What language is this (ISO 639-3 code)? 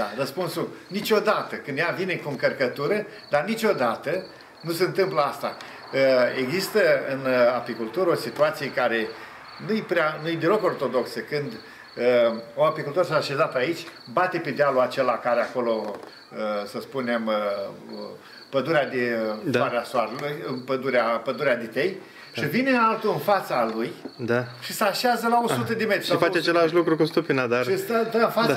ron